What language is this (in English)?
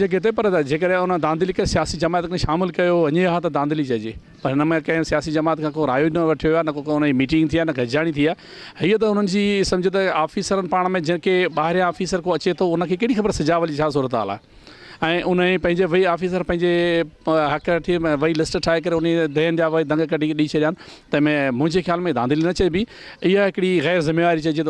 Sindhi